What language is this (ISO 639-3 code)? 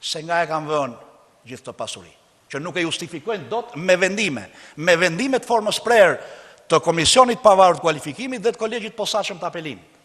sqi